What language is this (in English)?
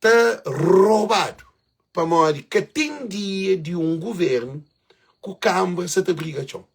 Kabuverdianu